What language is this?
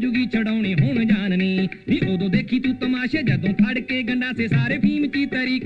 Punjabi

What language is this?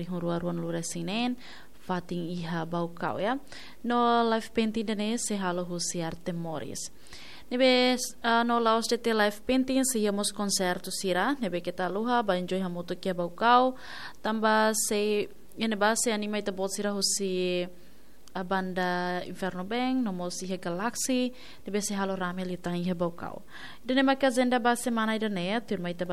Tetum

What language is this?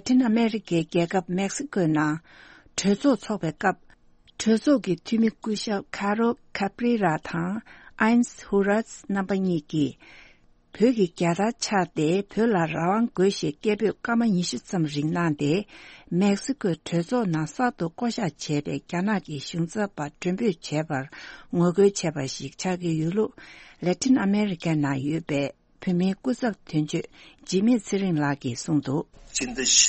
Tibetan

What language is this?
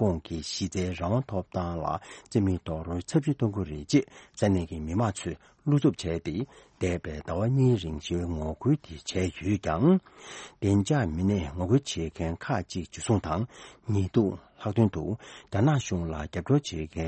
Tibetan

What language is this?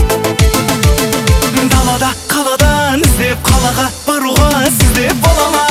Kazakh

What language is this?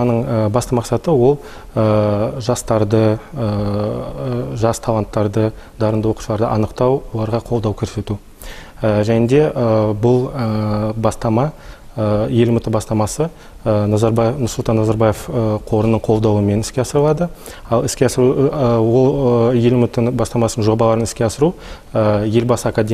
Kazakh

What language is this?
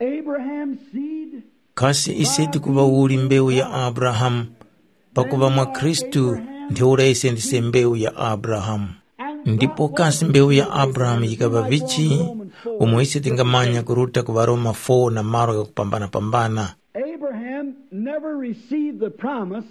Tumbuka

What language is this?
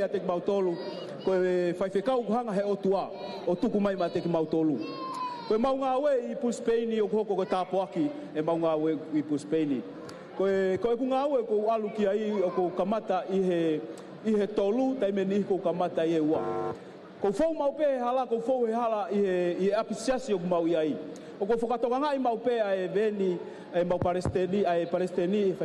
Tongan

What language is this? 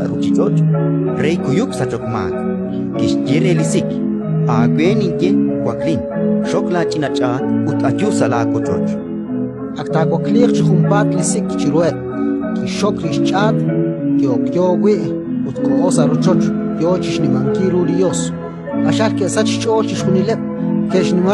Kekchí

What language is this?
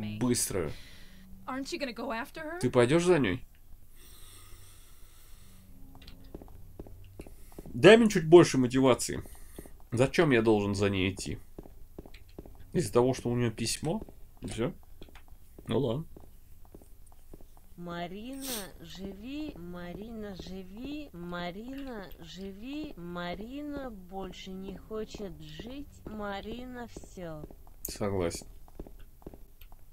Russian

